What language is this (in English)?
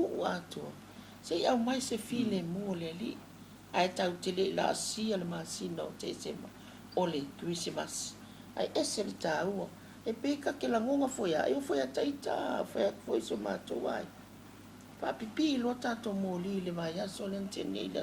Samoan